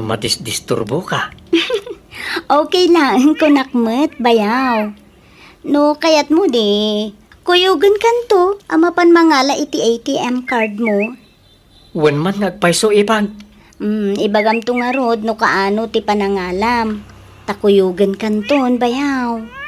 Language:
Iloko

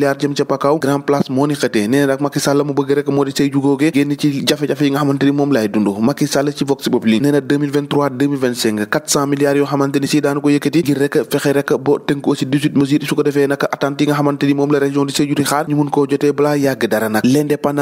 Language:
Wolof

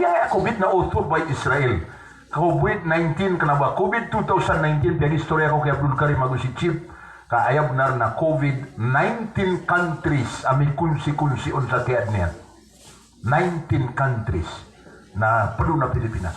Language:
Maranao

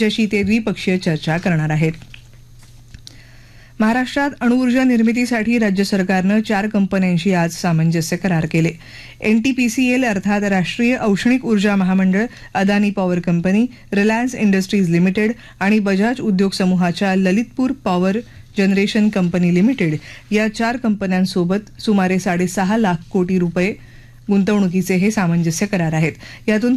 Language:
Marathi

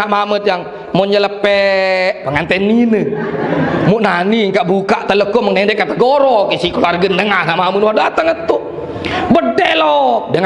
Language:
Sasak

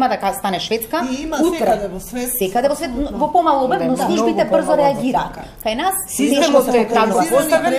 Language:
Macedonian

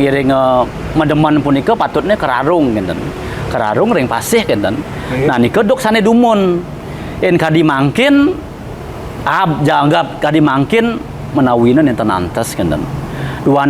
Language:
Balinese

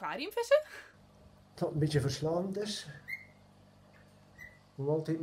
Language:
Dutch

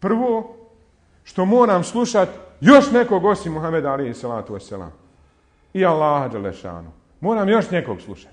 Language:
Bosnian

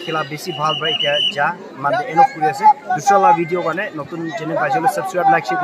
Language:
Naga Pidgin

